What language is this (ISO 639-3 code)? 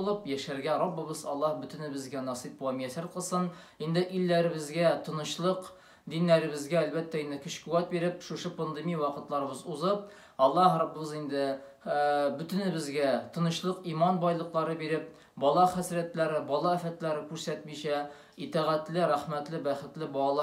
tat